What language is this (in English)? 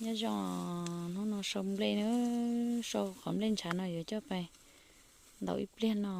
Hmong